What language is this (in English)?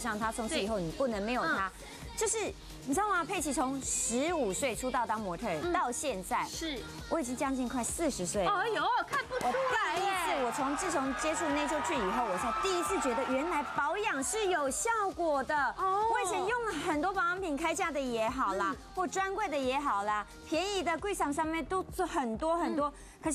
Chinese